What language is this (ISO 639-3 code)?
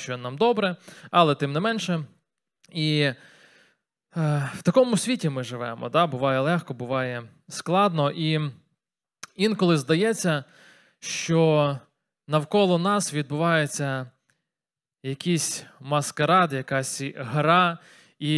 ukr